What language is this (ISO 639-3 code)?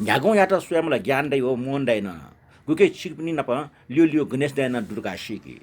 new